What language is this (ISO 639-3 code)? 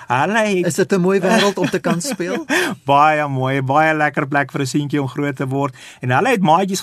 afr